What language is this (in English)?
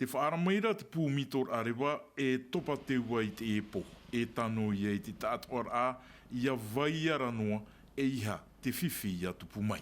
Tahitian